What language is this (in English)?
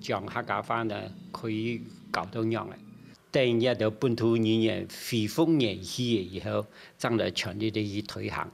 Hakka Chinese